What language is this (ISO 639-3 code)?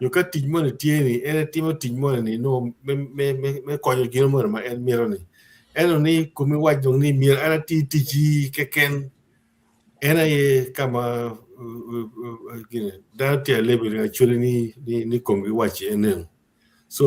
ach